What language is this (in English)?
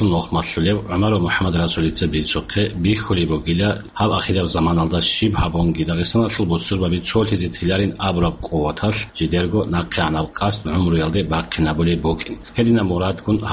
Avaric